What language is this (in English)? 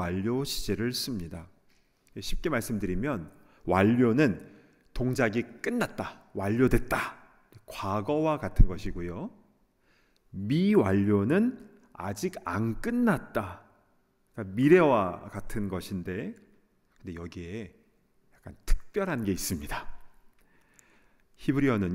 Korean